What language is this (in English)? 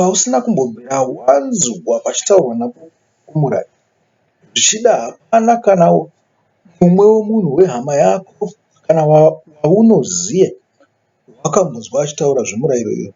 Shona